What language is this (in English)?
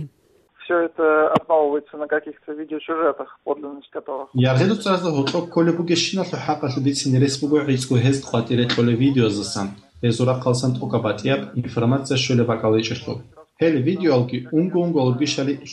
Avaric